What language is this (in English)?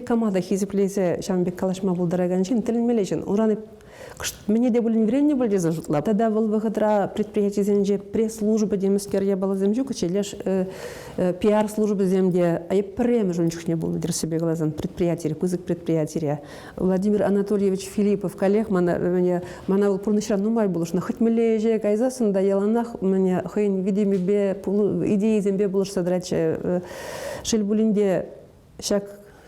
Chuvash